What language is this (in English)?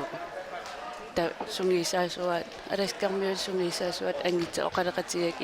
Kalaallisut